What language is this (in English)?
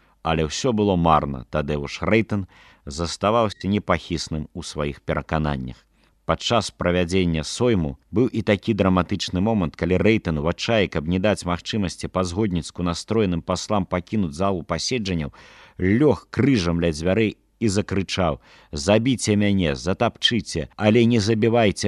Belarusian